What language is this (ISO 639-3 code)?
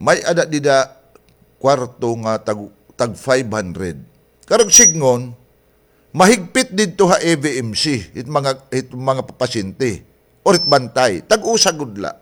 war